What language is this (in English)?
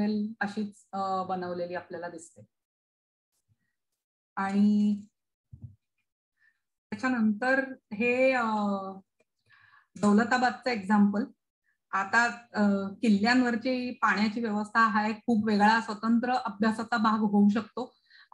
Marathi